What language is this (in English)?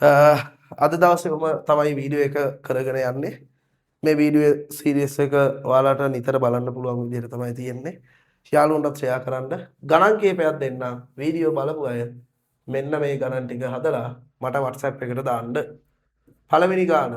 Sinhala